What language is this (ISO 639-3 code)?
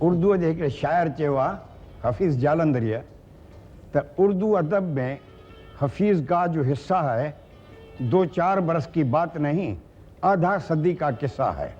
snd